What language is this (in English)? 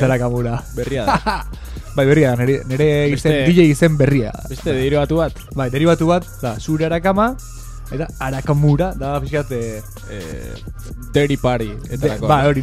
Basque